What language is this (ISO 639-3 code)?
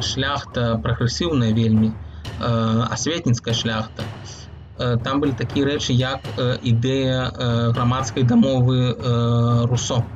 bel